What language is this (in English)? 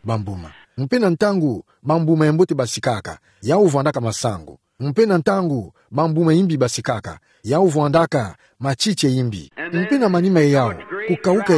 Kituba (Democratic Republic of Congo)